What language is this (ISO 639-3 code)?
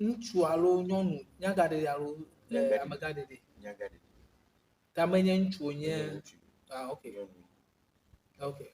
ewe